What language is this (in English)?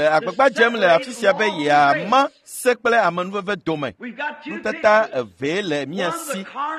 Ewe